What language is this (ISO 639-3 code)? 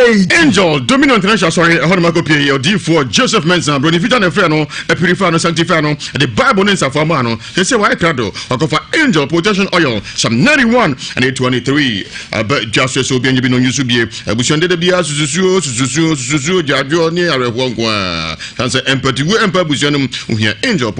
aka